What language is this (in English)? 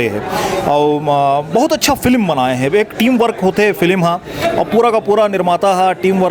Chhattisgarhi